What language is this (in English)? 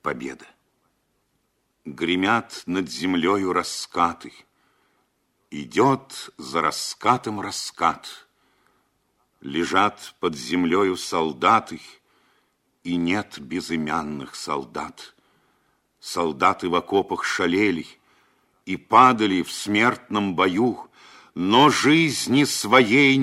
Russian